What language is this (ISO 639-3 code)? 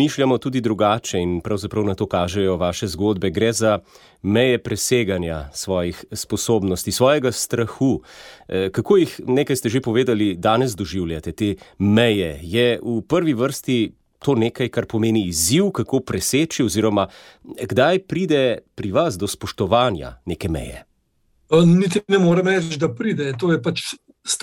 slv